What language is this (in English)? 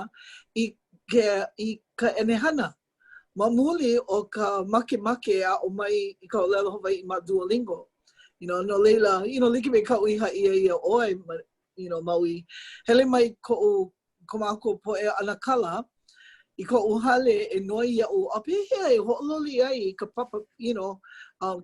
Hawaiian